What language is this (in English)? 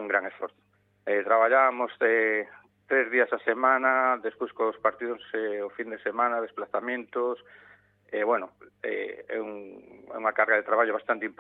Galician